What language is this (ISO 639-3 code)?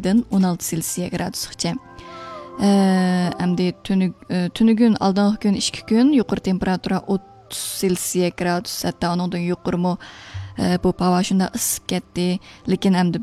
uig